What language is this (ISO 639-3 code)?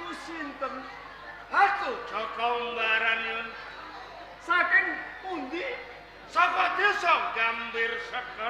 jav